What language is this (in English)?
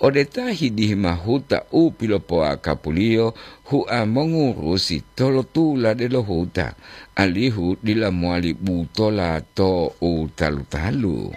Gorontalo